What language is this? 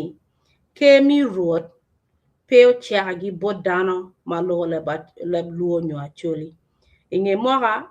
Acoli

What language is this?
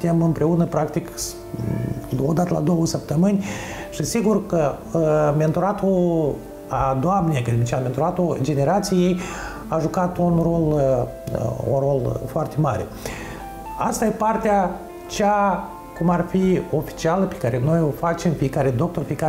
Romanian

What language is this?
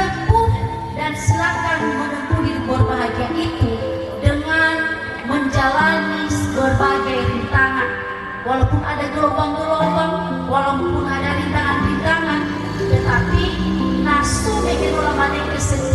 Nias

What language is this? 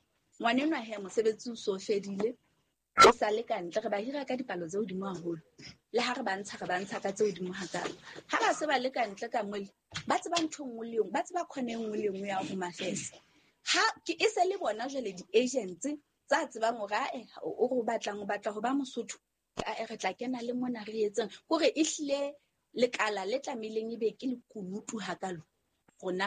Southern Sotho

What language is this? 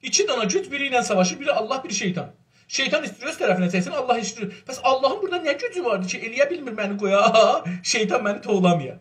South Azerbaijani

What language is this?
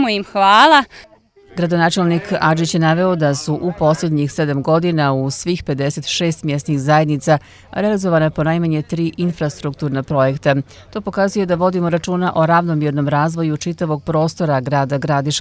Bosnian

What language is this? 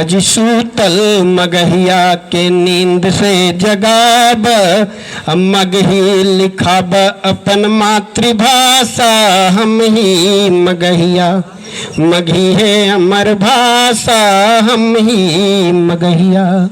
Magahi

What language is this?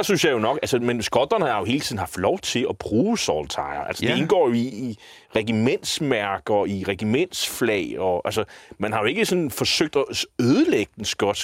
Danish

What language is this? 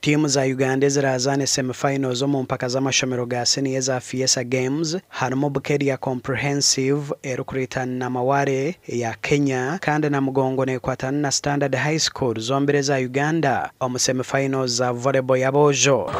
Nyankole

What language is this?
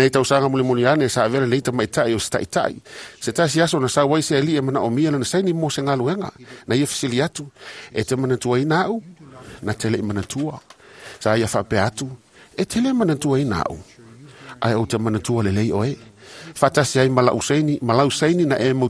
Samoan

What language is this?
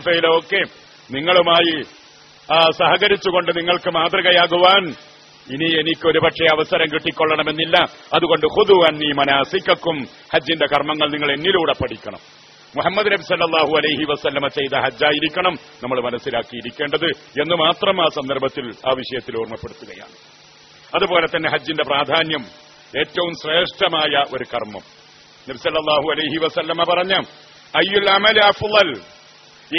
Malayalam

